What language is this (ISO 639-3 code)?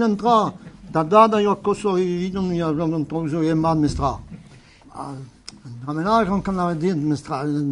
bre